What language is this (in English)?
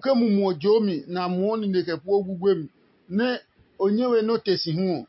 Adangme